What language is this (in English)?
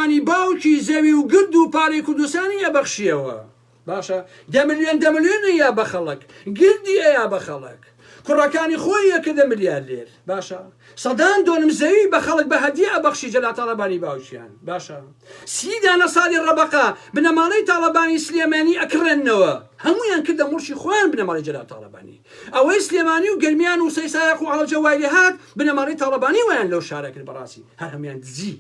Central Kurdish